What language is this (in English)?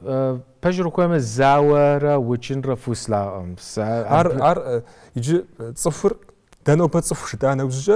Kabardian